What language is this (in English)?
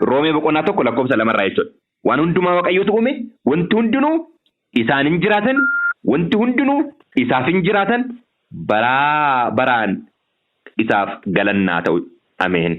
Oromo